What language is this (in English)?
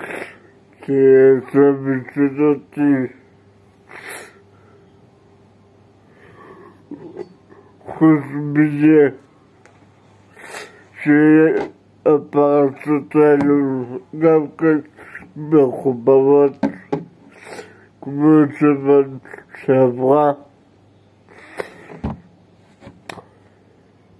Hebrew